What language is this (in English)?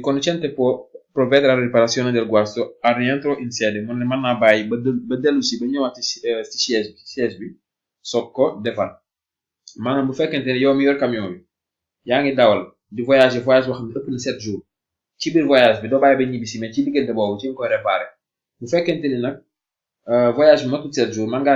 Wolof